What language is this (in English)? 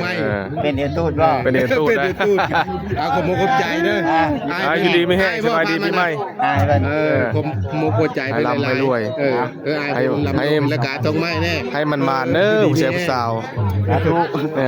Northeastern Thai